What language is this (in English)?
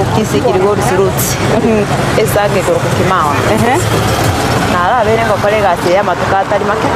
Gusii